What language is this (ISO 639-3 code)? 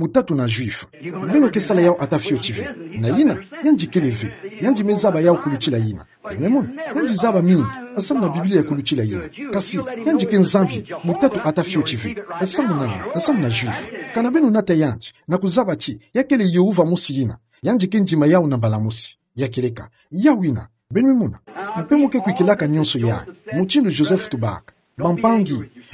ktu